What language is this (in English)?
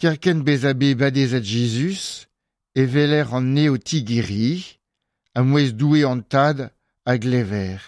Breton